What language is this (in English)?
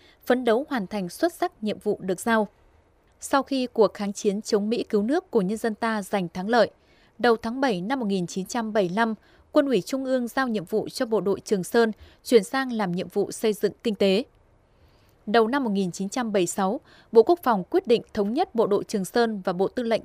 Vietnamese